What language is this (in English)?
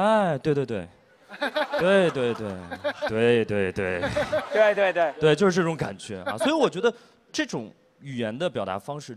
Chinese